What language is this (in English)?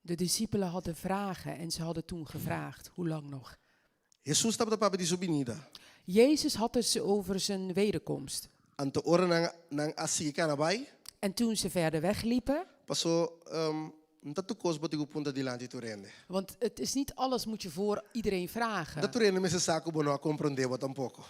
Papiamento